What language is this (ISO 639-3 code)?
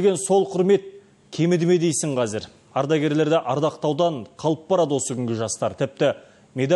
kaz